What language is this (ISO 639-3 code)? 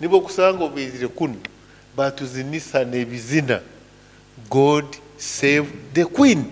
nyn